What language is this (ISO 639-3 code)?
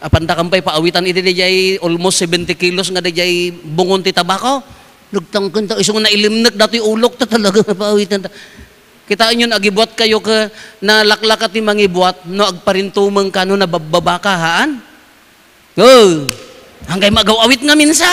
ilo